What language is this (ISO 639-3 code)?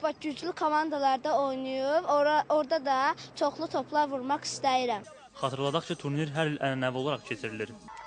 aze